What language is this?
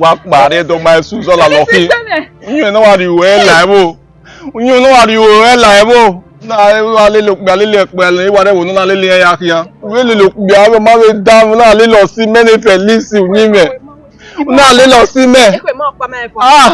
Bini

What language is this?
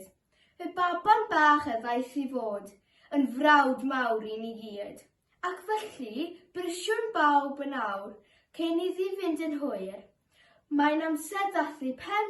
Welsh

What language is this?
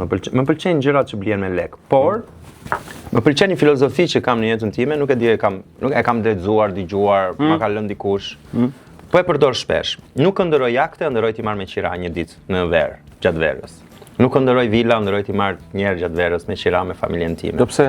Albanian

